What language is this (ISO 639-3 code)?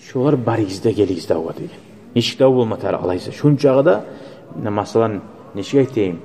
kum